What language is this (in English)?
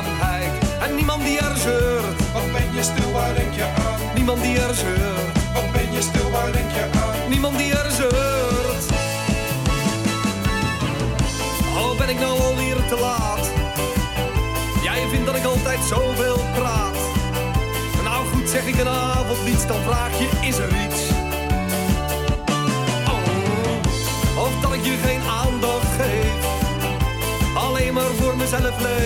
Dutch